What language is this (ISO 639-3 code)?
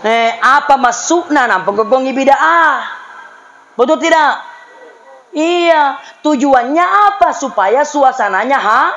mak